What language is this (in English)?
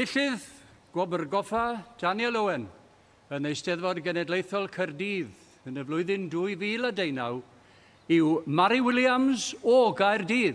Welsh